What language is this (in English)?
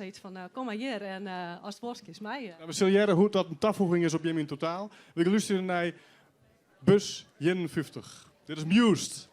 Western Frisian